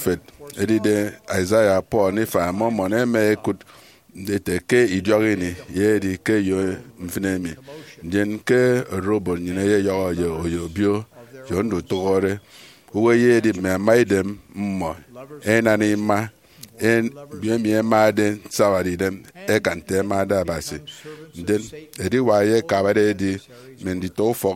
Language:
Efik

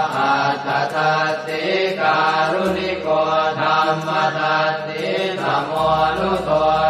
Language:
Pali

